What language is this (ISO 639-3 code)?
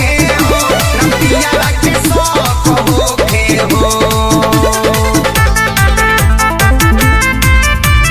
bho